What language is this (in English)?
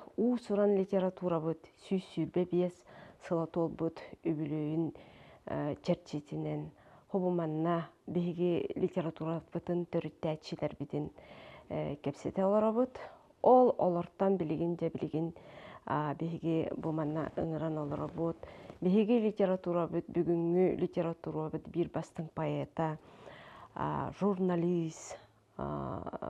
Yakut